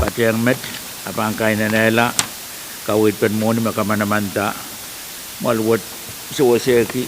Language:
Pohnpeian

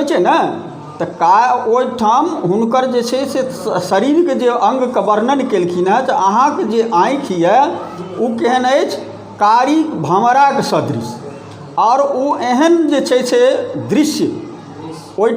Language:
Maithili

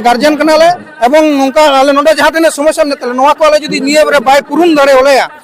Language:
Santali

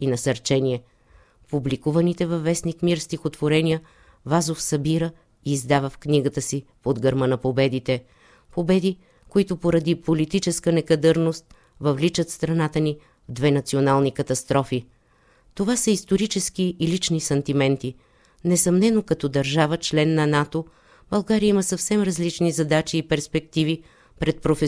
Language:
Bulgarian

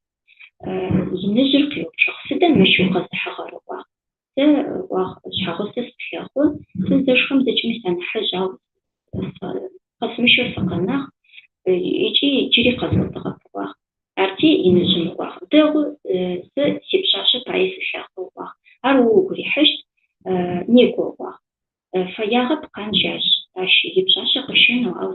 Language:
Adyghe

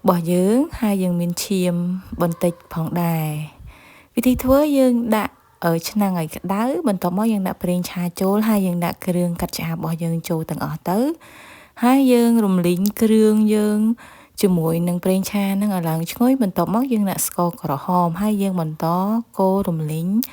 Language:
Khmer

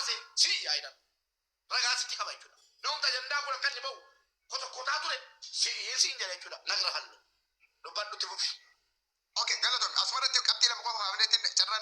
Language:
Oromo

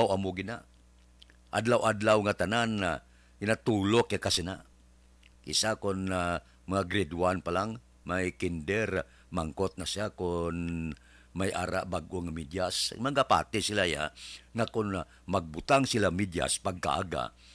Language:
Hiligaynon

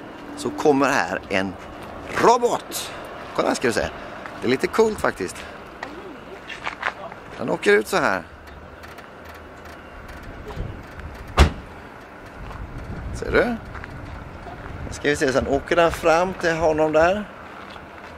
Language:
Swedish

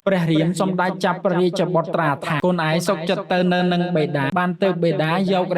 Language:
Khmer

